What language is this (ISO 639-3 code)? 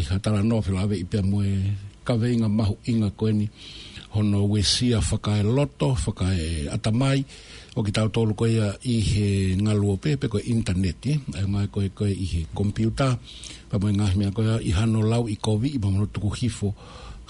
ton